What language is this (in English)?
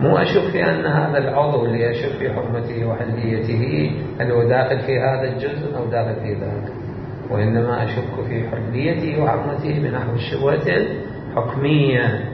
Mesopotamian Arabic